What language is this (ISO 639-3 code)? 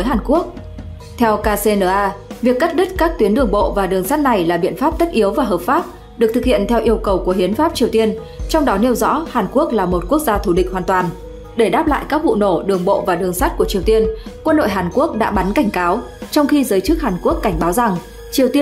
vie